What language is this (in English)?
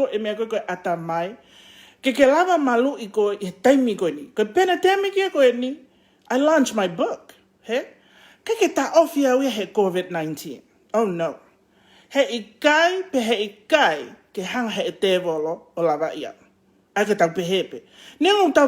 Tongan